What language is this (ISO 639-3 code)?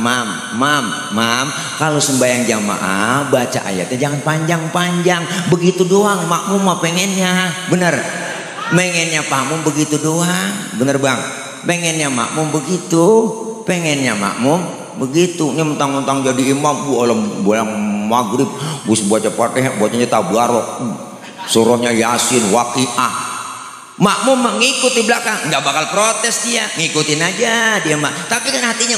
bew